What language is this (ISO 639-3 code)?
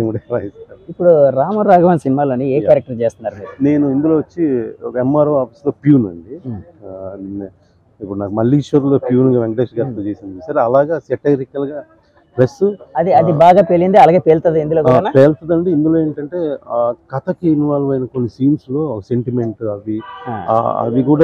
tel